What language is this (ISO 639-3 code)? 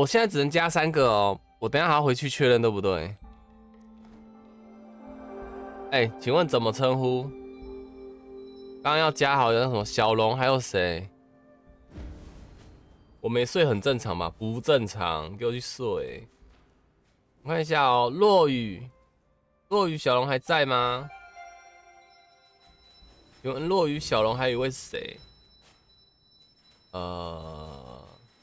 zho